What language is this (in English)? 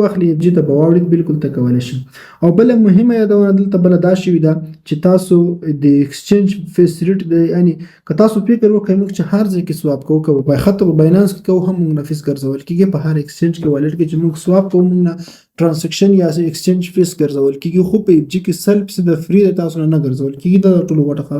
Pashto